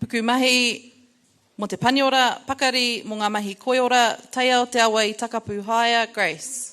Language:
Māori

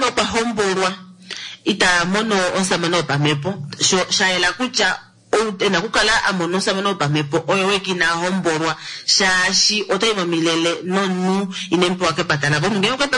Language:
Kuanyama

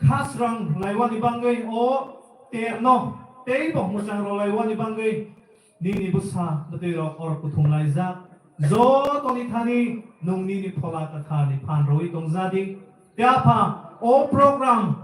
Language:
Kok Borok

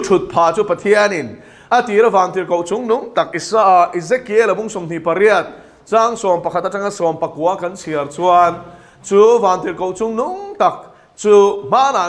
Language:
Mizo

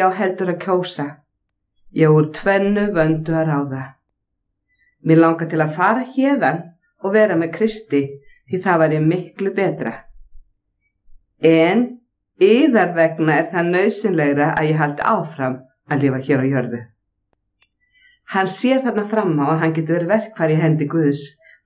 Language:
Icelandic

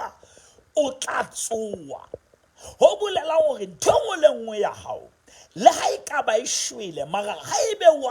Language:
Southern Sotho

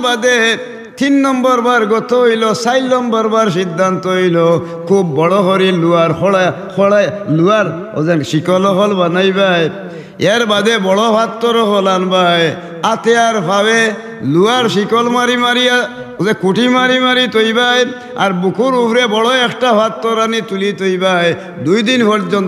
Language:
Sylheti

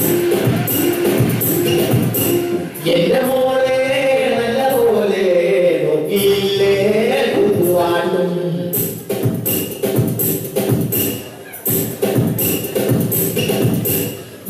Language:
Malayalam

